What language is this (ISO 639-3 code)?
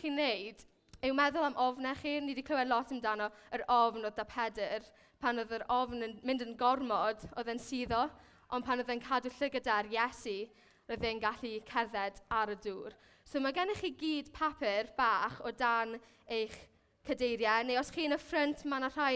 cym